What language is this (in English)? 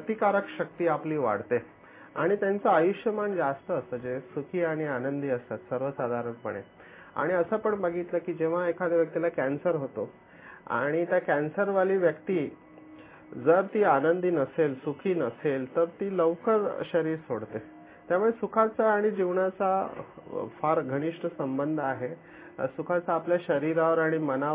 Marathi